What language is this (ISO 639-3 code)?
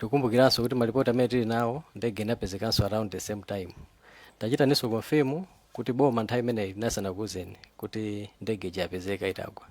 nya